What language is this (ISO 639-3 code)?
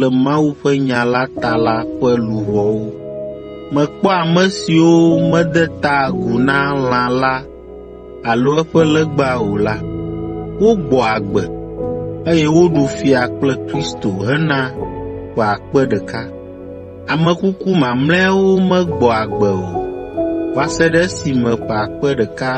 ewe